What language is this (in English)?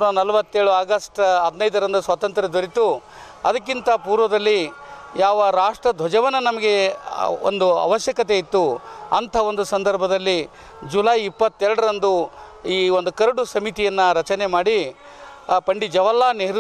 Kannada